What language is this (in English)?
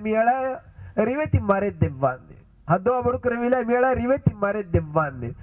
Divehi